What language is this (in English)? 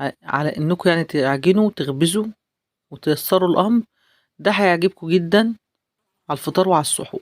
Egyptian Arabic